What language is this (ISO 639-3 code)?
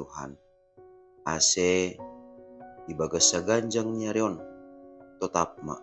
bts